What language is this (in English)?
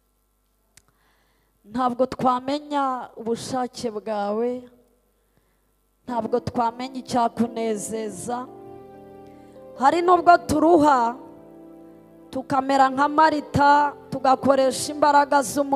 Kinyarwanda